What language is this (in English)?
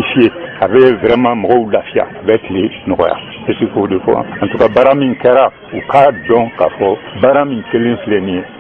Bambara